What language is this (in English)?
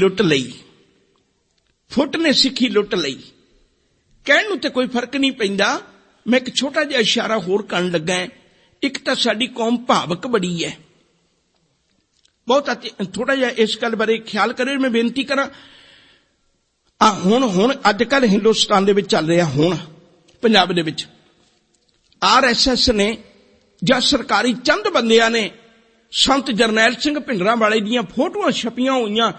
Punjabi